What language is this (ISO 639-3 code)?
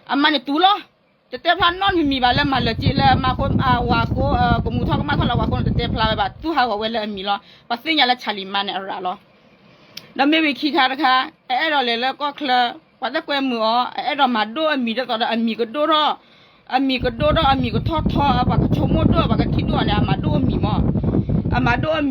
ksw